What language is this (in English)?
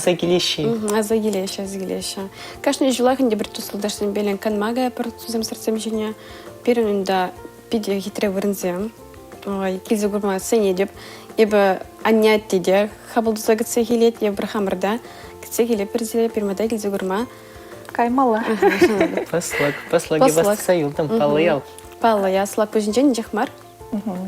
Chuvash